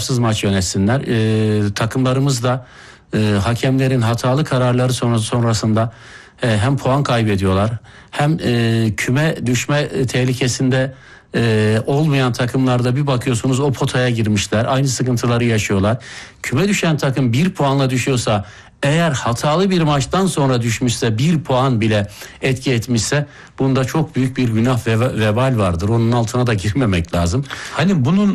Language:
Turkish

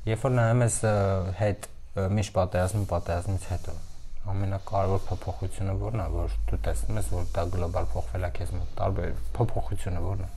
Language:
Armenian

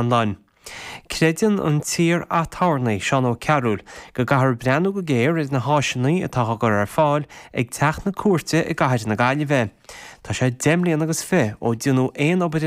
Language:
Irish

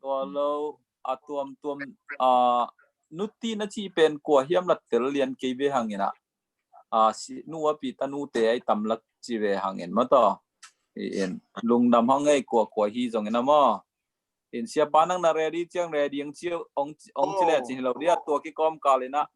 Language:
Tedim Chin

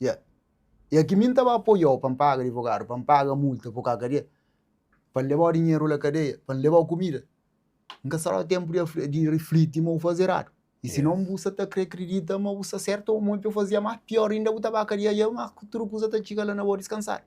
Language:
Kabuverdianu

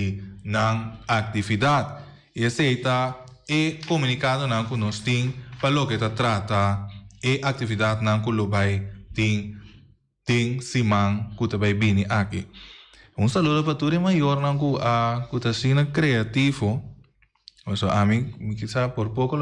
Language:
Papiamento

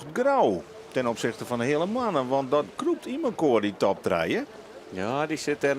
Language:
Western Frisian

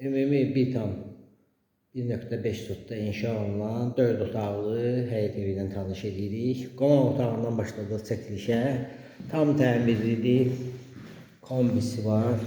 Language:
Azerbaijani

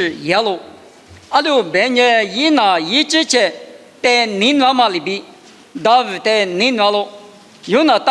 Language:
Lisu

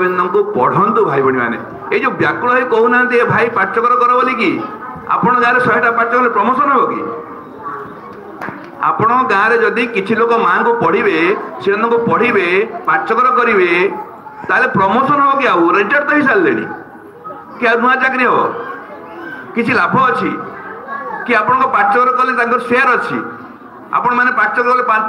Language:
Odia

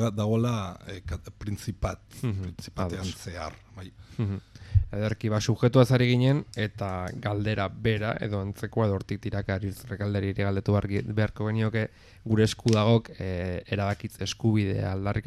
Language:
Basque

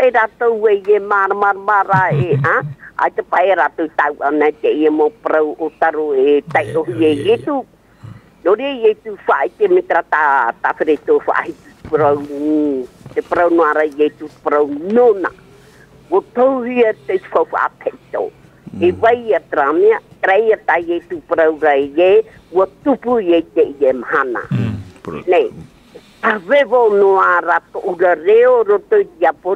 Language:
Tahitian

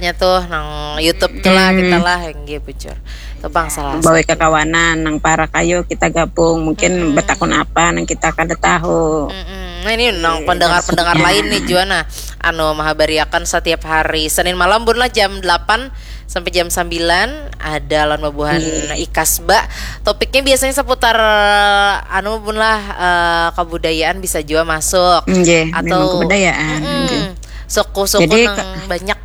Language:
Banjar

